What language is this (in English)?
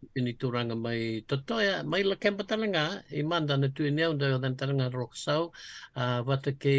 Fijian